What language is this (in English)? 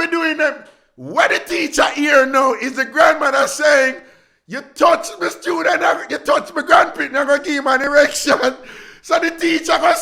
Jamaican Creole English